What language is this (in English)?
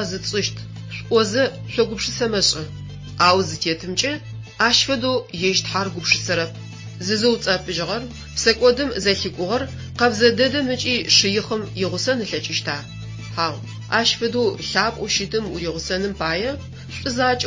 Adyghe